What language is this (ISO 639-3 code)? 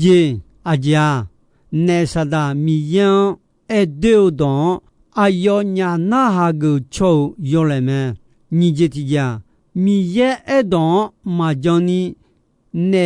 ahk